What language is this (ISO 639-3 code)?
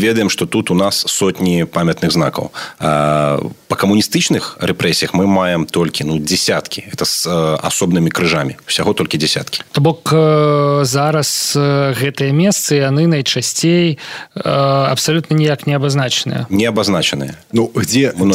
bel